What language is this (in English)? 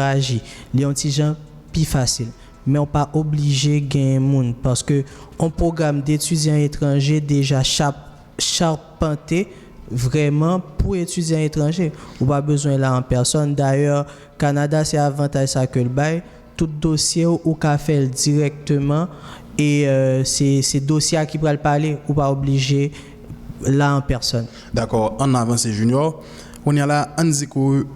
Haitian Creole